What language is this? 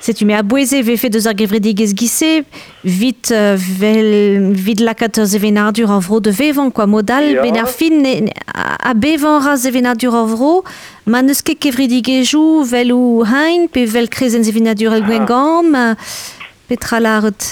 Breton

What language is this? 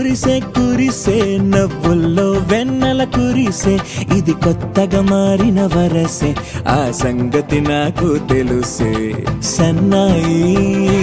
Telugu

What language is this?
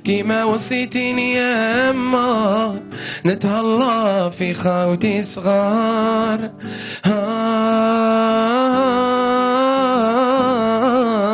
Algerian Arabic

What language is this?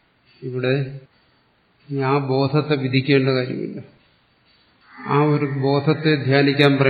Malayalam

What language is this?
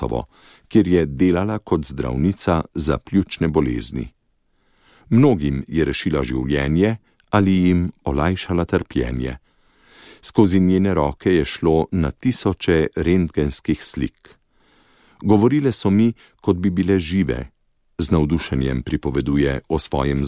Slovenian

